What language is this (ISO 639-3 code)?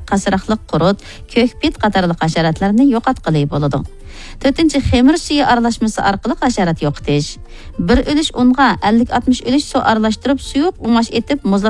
uig